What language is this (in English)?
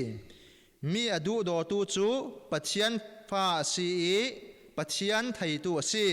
Falam Chin